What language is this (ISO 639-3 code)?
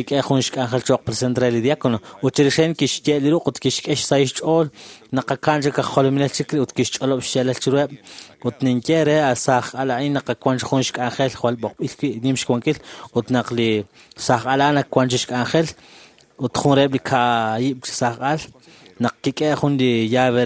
kek